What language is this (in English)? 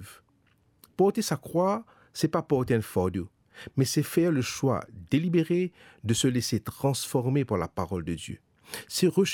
Morisyen